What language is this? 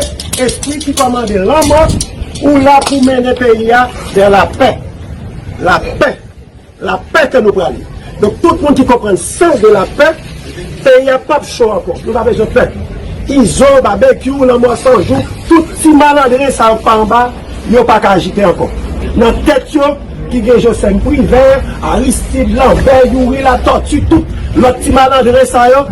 Haitian Creole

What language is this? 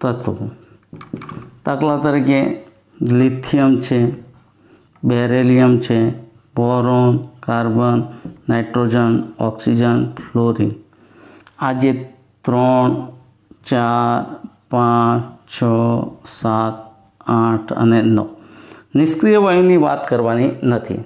Gujarati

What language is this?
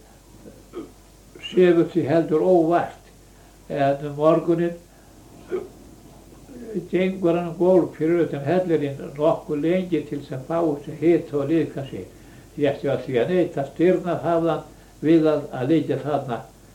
Icelandic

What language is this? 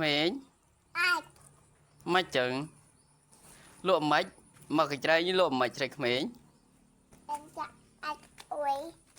Khmer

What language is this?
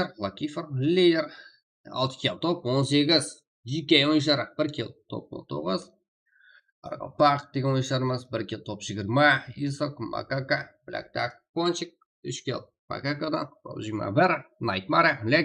Kara-Kalpak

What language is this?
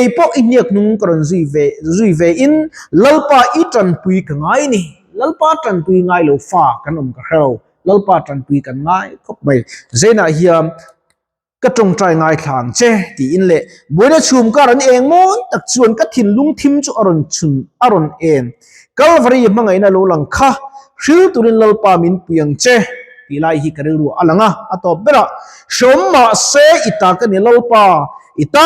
Mizo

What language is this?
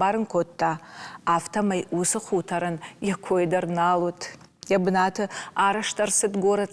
Ossetic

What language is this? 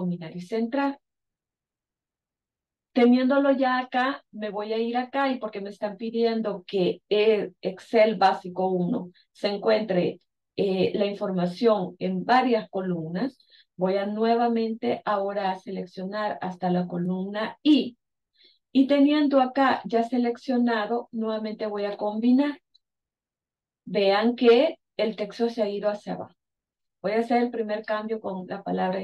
Spanish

